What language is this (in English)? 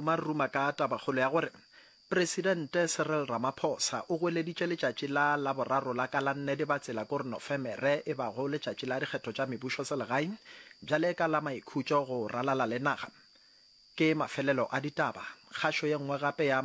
Northern Sotho